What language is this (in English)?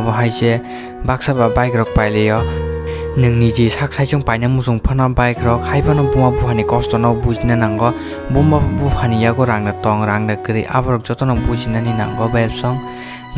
Kok Borok